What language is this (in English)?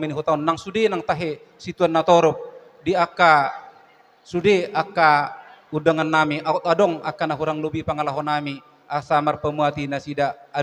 Batak Toba